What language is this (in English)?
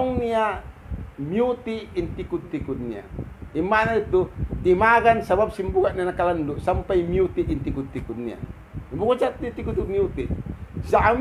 Tausug